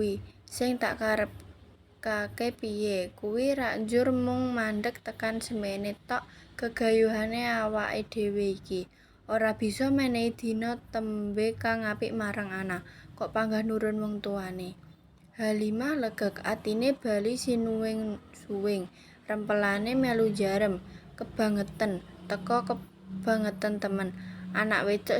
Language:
Javanese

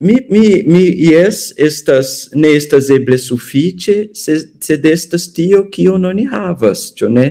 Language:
Esperanto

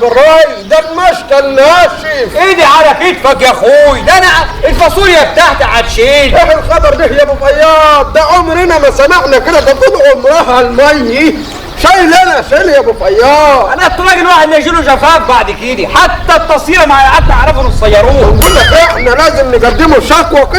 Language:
Egyptian Arabic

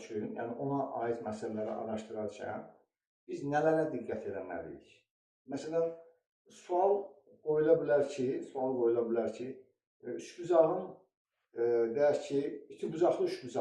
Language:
Azerbaijani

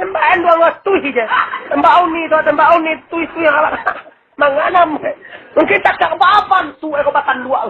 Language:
Minangkabau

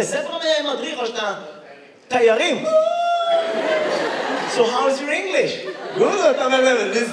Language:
Hebrew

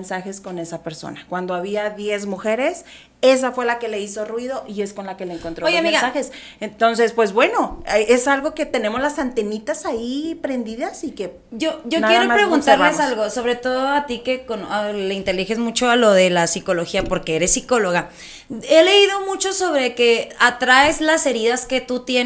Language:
Spanish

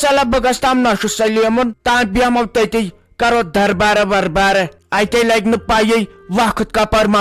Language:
Kashmiri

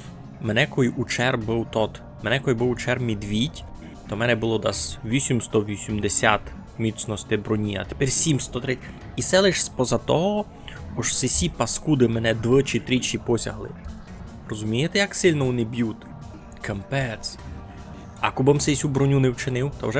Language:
Rusyn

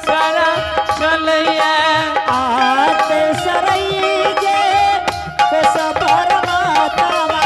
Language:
Angika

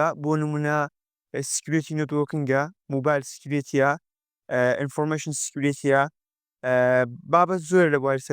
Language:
Central Kurdish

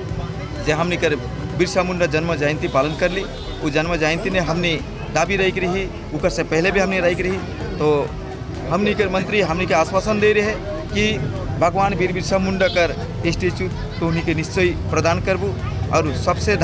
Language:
Sadri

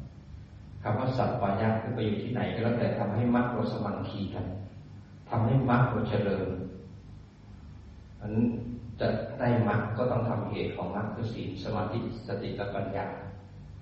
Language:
Thai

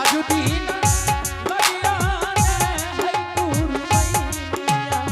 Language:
Angika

